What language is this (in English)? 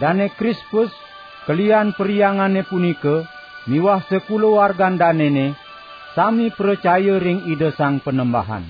Balinese